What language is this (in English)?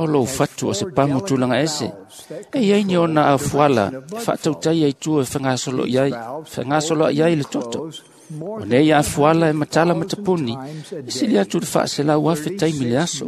Samoan